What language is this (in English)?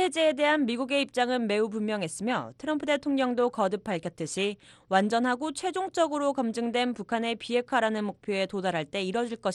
Korean